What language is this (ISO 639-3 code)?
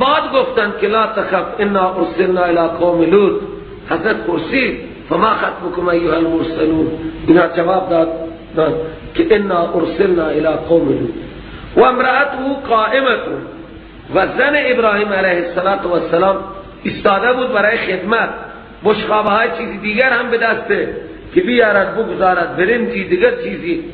fas